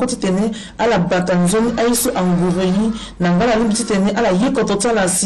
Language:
Sango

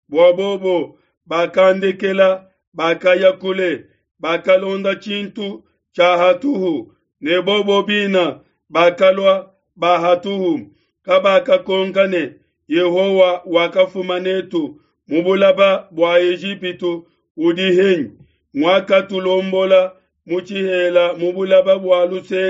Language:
Luba-Lulua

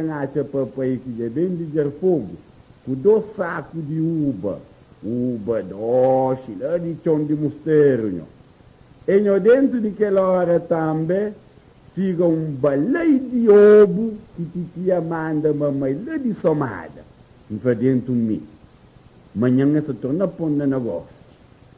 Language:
Kabuverdianu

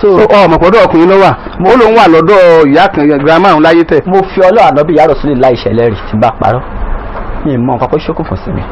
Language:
Yoruba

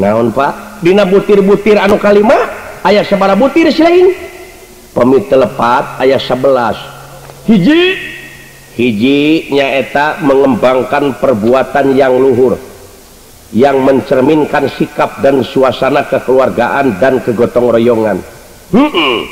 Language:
Sundanese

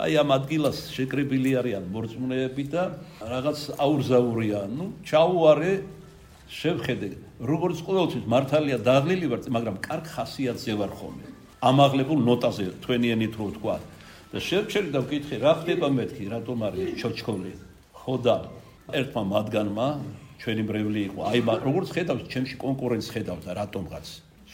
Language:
Georgian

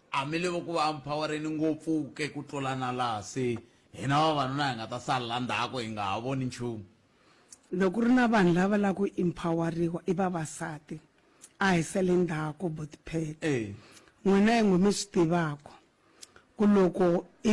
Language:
Tsonga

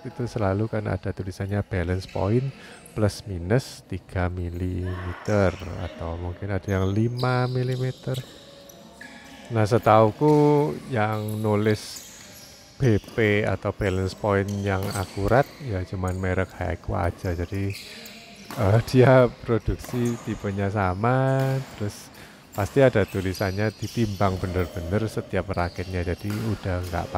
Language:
Indonesian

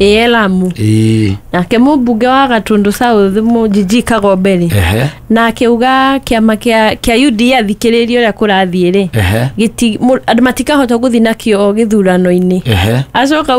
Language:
Kikuyu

